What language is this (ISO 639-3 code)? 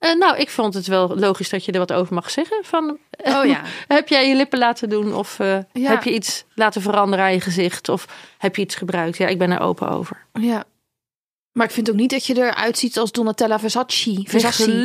nld